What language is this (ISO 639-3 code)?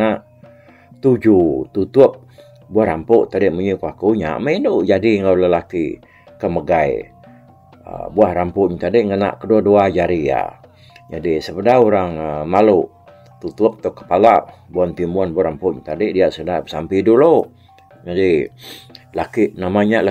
iba